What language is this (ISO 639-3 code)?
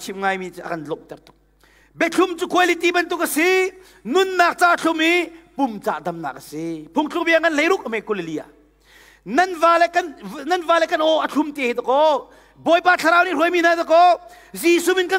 cnh